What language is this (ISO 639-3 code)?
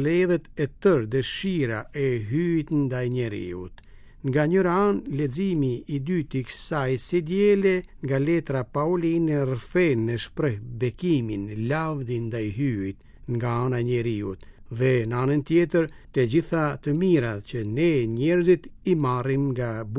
sqi